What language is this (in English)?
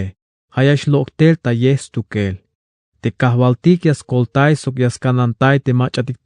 Tzeltal